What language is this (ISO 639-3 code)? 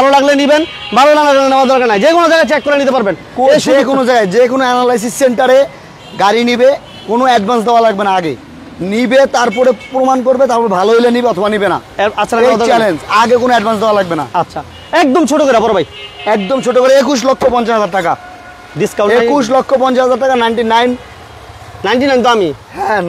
ben